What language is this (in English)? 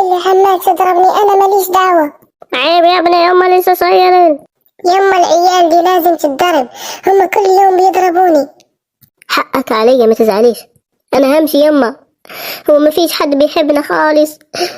Egyptian Arabic